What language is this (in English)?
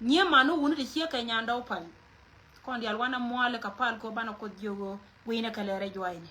Nuer